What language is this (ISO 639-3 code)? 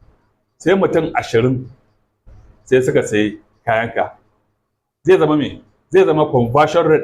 hau